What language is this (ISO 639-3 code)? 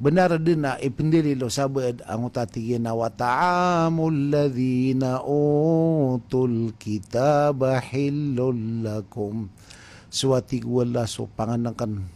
mrw